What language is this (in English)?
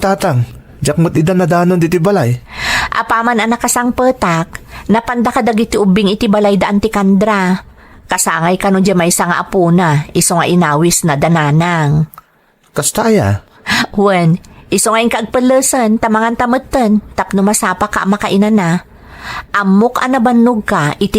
Iloko